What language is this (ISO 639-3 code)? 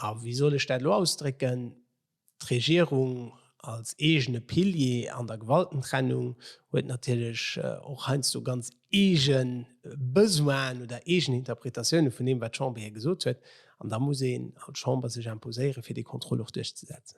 ltz